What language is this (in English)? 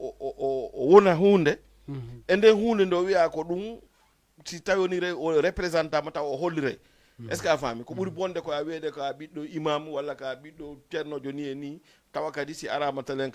Fula